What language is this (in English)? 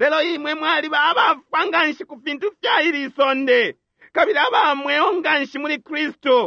Bemba